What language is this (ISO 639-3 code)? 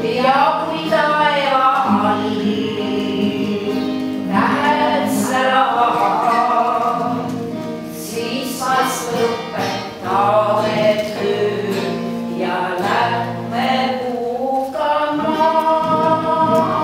est